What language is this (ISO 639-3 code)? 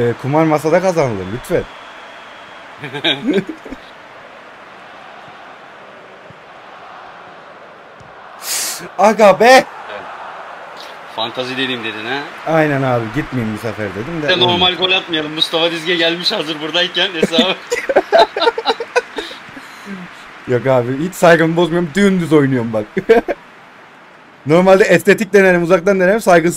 tur